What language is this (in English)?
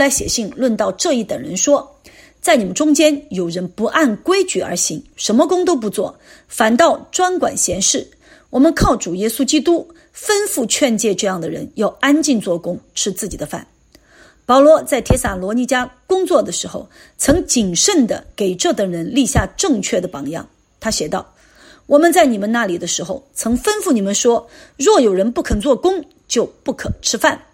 Chinese